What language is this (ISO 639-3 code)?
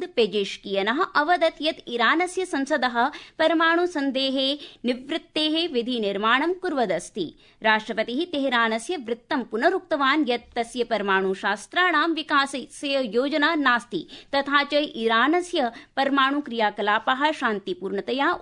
san